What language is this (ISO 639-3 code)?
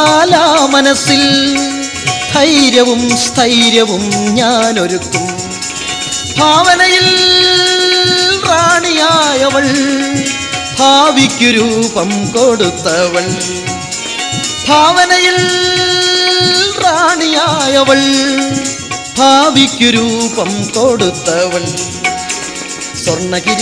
mal